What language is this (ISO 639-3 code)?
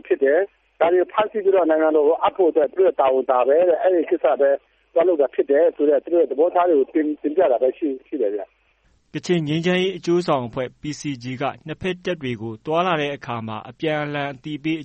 mya